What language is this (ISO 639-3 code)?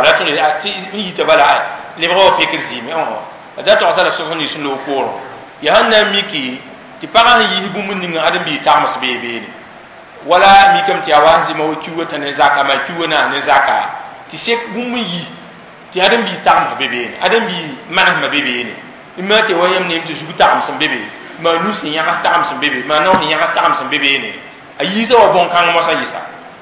mos